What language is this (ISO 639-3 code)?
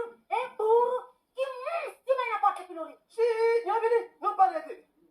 kea